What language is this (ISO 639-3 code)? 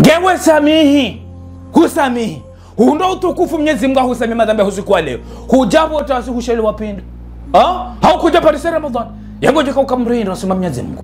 zdj